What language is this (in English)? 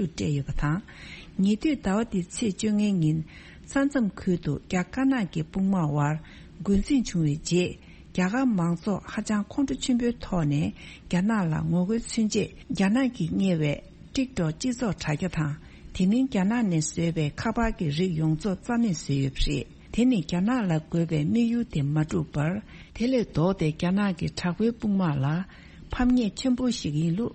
Tibetan